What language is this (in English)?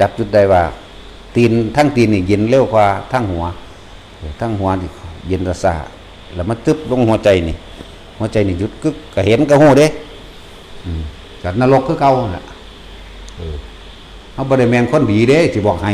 Northeastern Thai